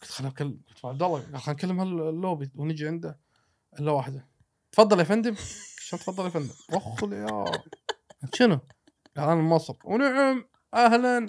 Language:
Gulf Arabic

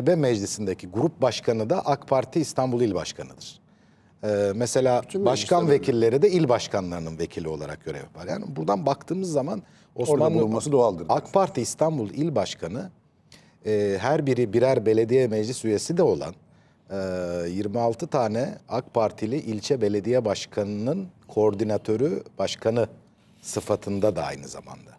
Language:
Turkish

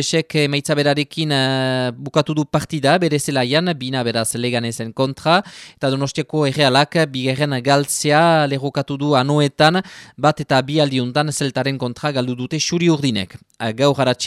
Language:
Basque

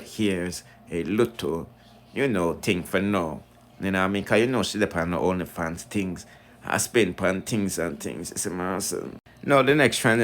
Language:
Jamaican Creole English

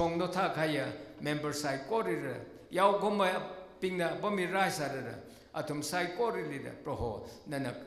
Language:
Tangkhul Naga (India)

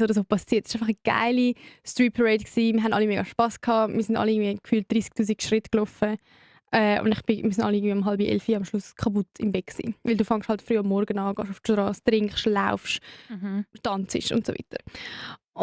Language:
Swiss German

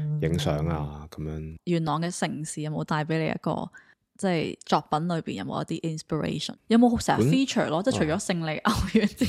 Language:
Cantonese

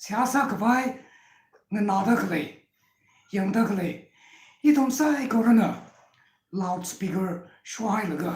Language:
Tangkhul Naga (India)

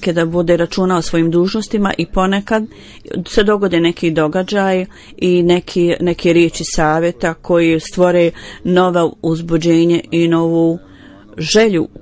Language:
Bosnian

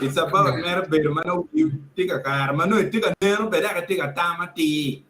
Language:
Acoli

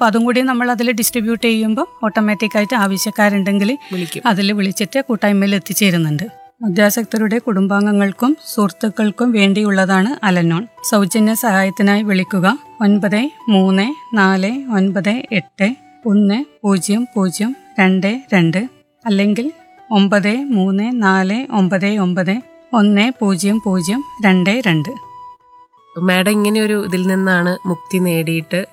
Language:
Malayalam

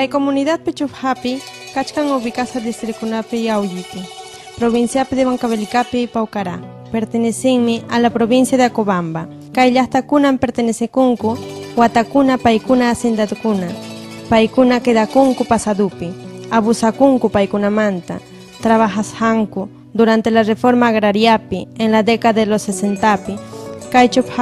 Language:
Ayacucho Quechua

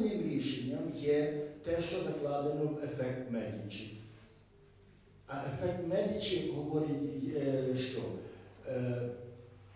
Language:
Ukrainian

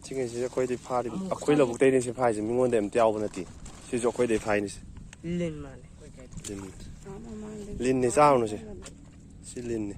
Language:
Manipuri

